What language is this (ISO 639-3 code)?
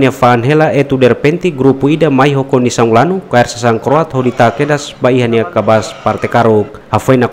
tet